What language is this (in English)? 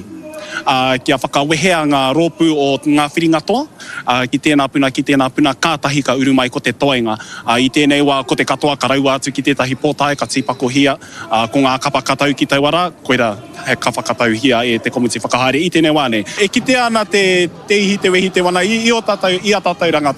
Māori